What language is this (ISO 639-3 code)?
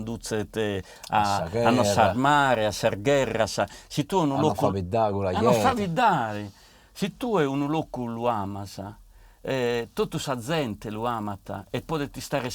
srd